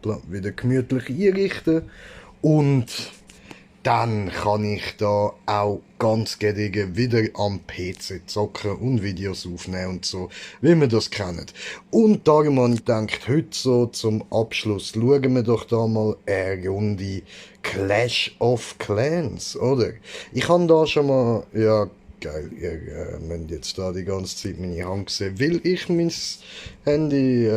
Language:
Swiss German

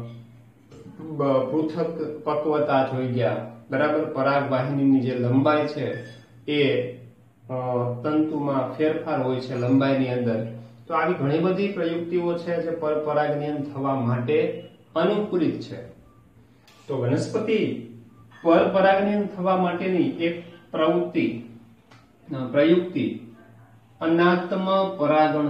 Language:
Gujarati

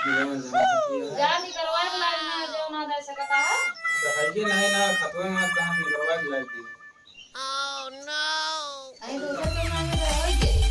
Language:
Awadhi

